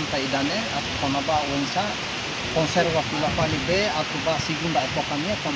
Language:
Tetum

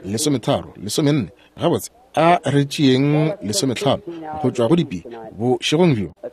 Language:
Northern Sotho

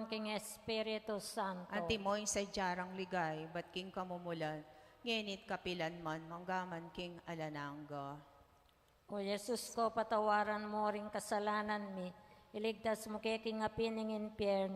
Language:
Pampanga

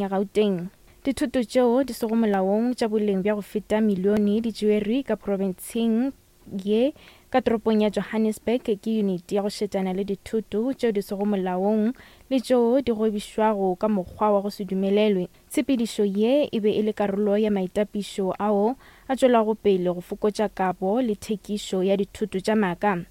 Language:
Northern Sotho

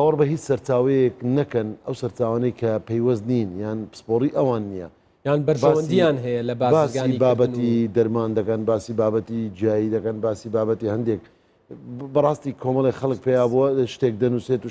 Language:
Central Kurdish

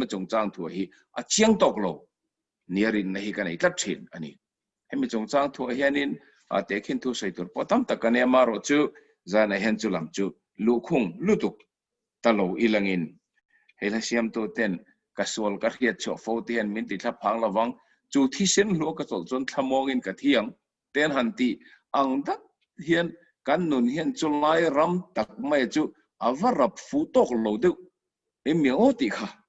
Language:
Mizo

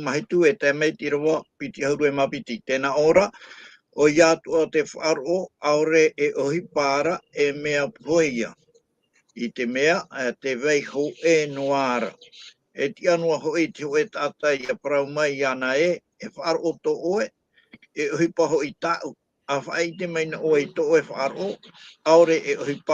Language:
Tahitian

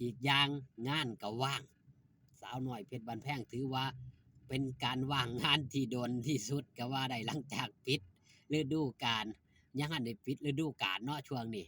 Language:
Northeastern Thai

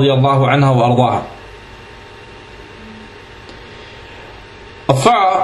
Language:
Danish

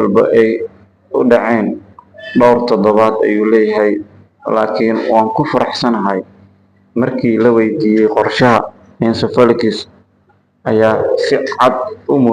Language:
Somali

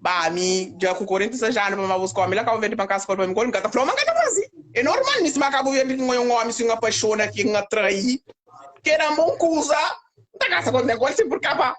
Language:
Kabuverdianu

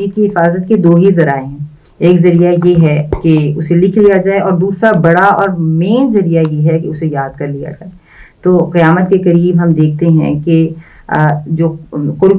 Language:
Urdu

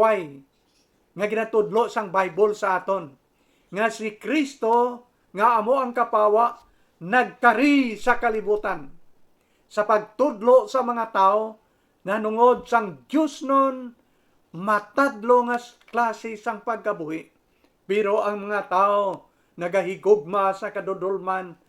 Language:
Hiligaynon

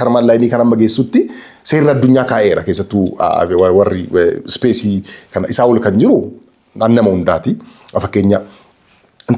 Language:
Oromo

